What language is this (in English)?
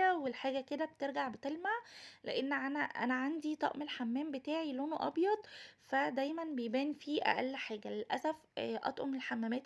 Egyptian Arabic